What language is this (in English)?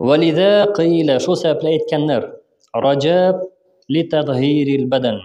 Tatar